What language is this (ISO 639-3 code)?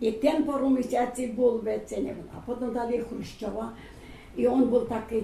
rue